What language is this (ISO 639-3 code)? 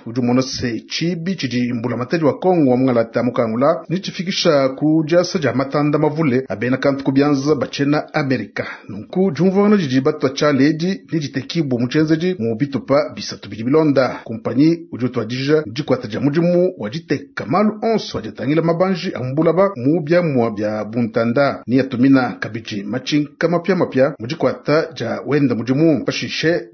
lua